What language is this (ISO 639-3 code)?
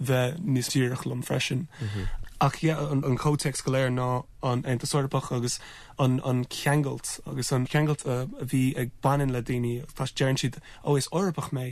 gle